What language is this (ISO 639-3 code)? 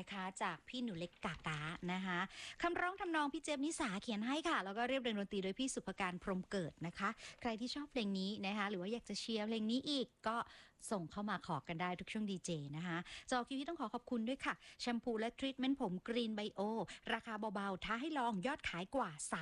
tha